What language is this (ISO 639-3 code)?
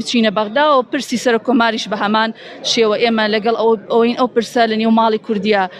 ckb